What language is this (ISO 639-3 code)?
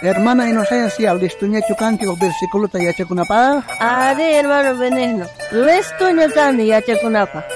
quh